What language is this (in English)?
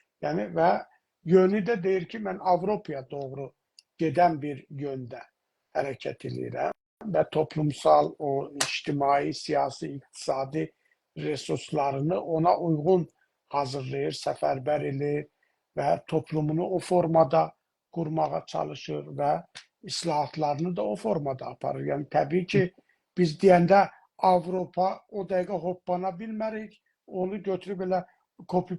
South Azerbaijani